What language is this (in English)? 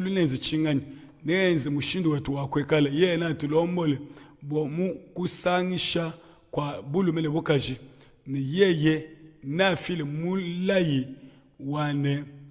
Luba-Lulua